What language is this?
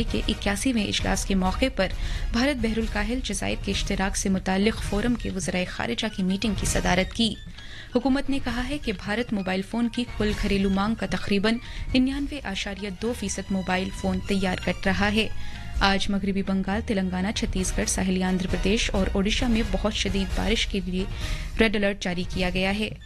Urdu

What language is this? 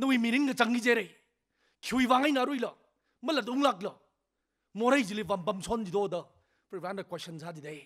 Tangkhul Naga (India)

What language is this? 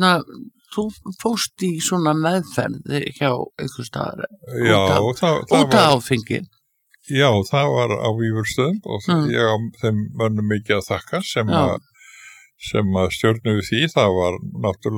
Icelandic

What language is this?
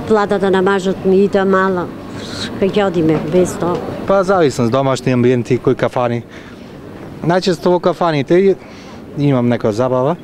Macedonian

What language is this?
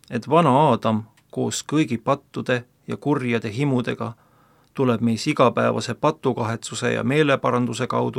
Estonian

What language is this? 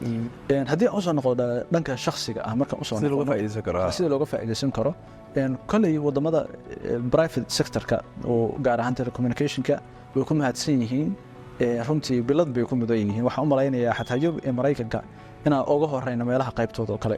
Somali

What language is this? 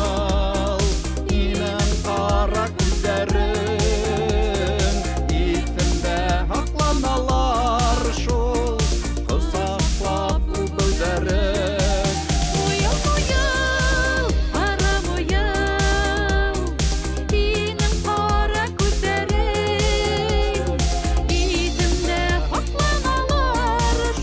Bashkir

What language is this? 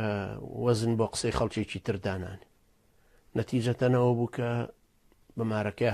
Central Kurdish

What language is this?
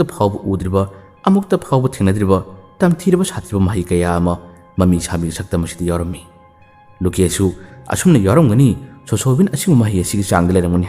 Manipuri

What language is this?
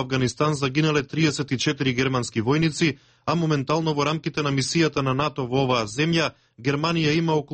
Macedonian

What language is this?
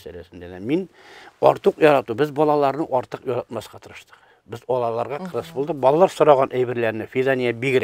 Tatar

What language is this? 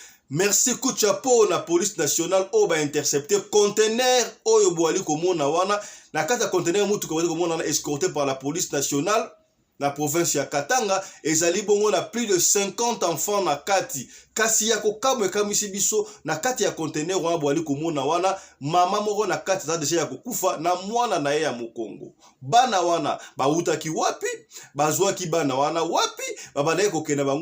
Lingala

